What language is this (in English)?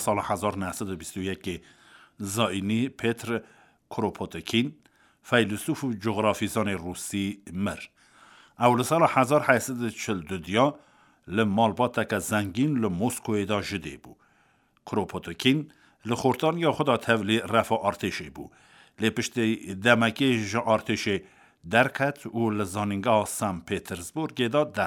Kurdish